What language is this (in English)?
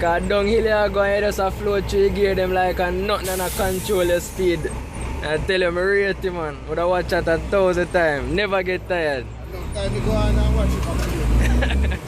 Jamaican Creole English